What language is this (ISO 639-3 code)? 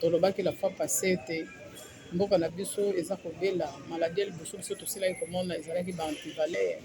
lin